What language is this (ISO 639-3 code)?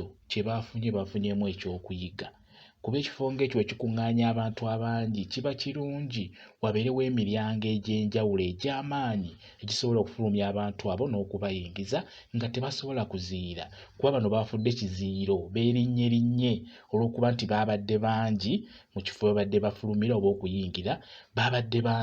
lug